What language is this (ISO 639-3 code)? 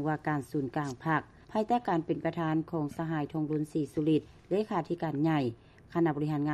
lao